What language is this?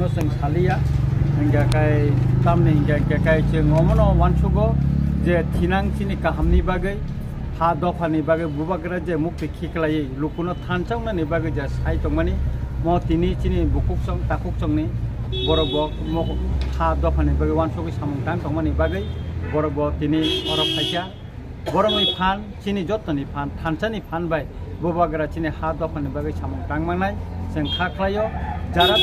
Kok Borok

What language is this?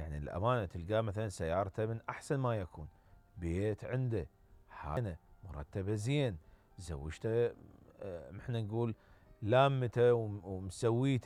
Mesopotamian Arabic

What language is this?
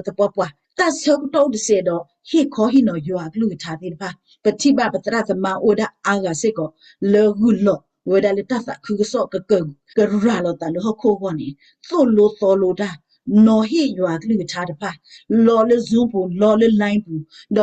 S'gaw Karen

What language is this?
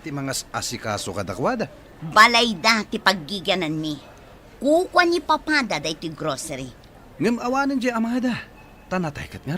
Iloko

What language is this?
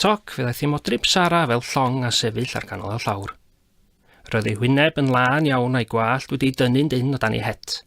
Welsh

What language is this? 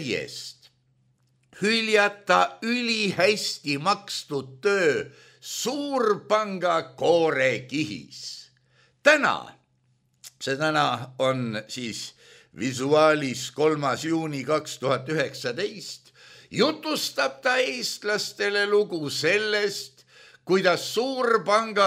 Estonian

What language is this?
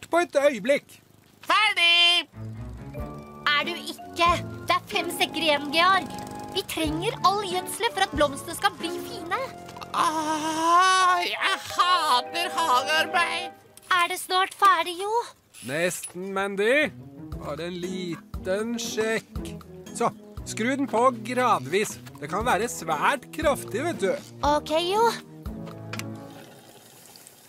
Norwegian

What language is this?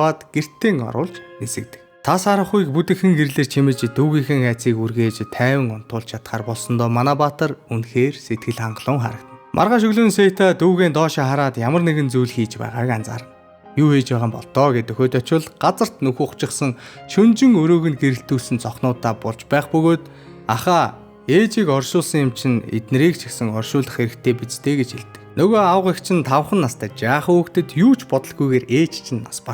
Mongolian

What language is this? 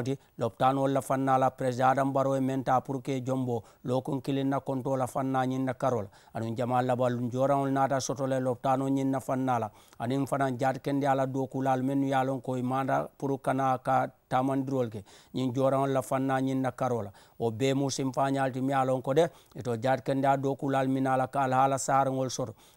Mandingo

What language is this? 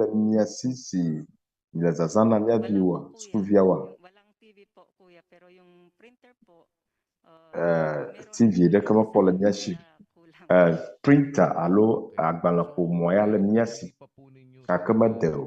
Ewe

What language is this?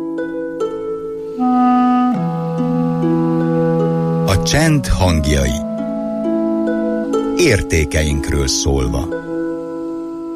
Hungarian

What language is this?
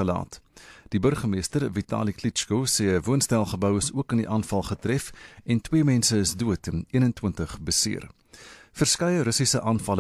Afrikaans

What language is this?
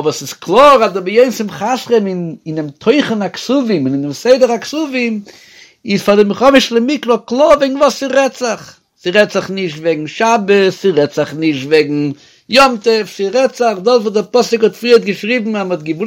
Yiddish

